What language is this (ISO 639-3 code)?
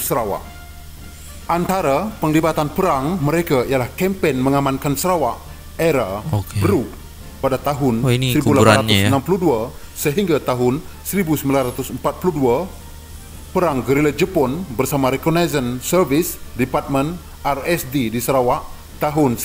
msa